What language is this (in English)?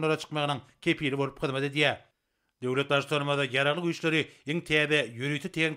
Turkmen